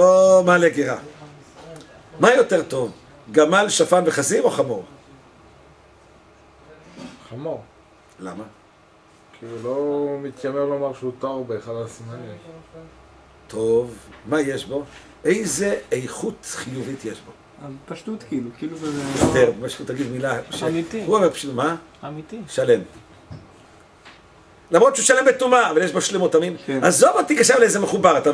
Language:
Hebrew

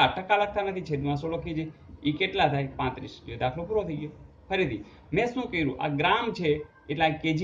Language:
Gujarati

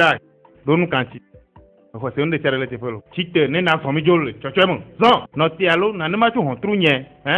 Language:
Ewe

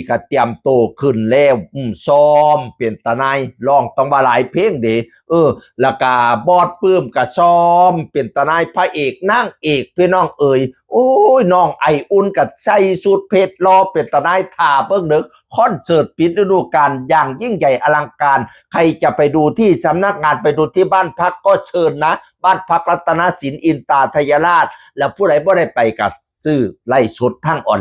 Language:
Northeastern Thai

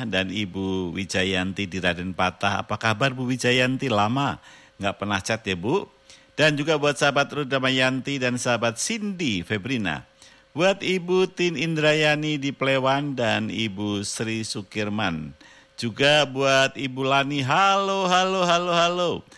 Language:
Indonesian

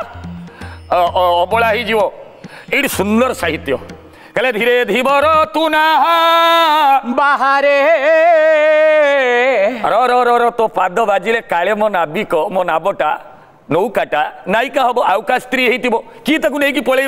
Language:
Odia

